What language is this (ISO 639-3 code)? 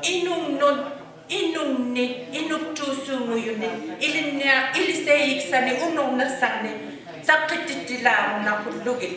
iku